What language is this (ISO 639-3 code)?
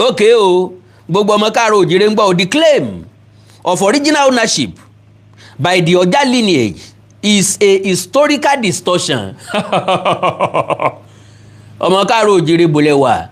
yor